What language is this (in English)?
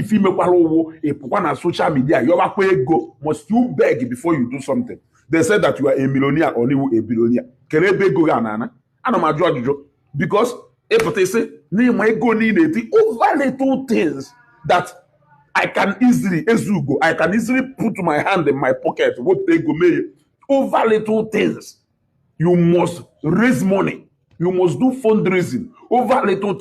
Igbo